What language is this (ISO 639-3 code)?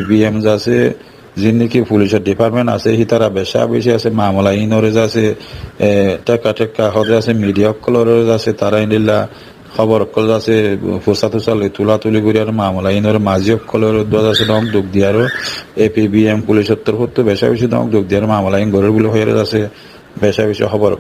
rhg